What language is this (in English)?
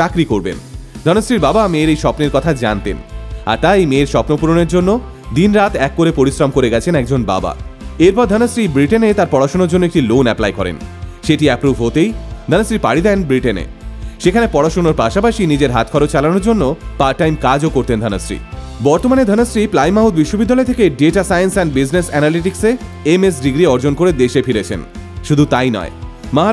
Bangla